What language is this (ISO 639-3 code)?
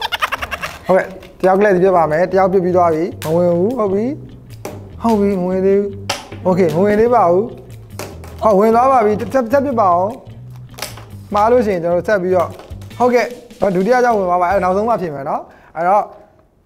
mya